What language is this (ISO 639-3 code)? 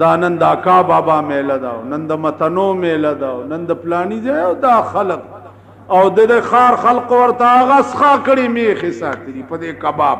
pus